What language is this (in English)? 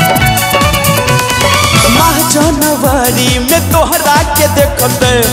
Bhojpuri